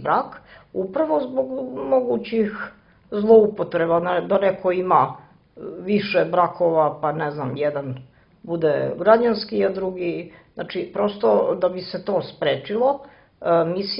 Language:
Serbian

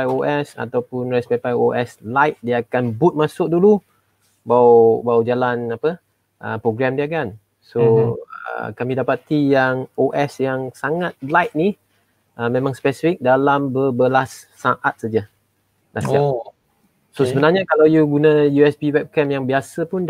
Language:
Malay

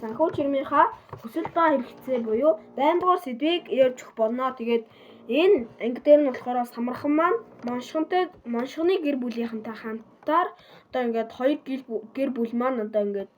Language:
Mongolian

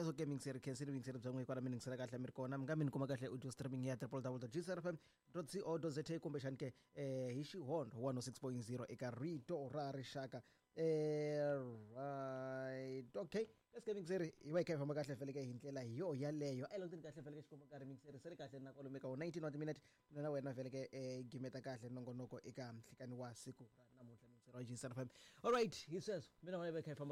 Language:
Tsonga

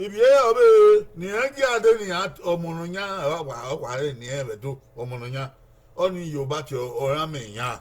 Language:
Bini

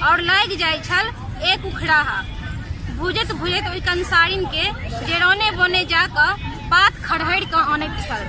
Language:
Maithili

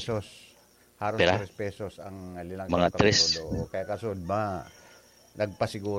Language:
Bikol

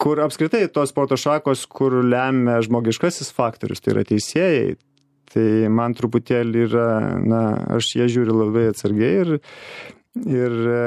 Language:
Lithuanian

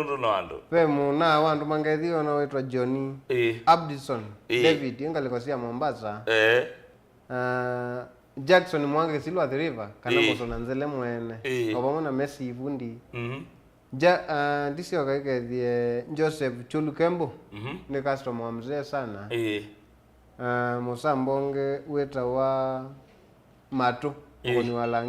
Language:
Kamba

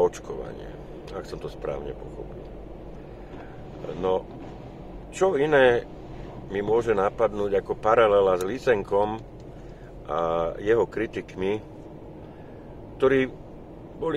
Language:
Slovak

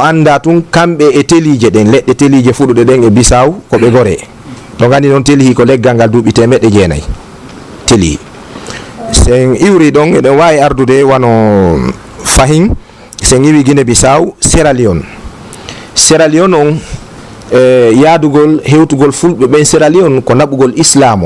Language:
Fula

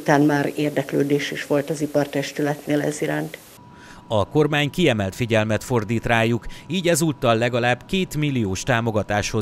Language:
Hungarian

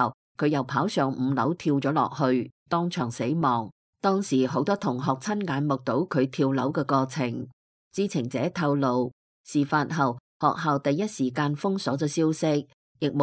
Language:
Cantonese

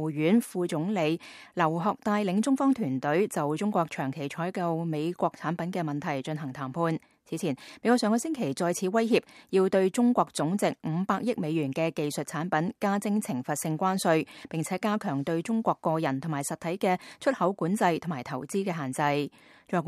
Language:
Cantonese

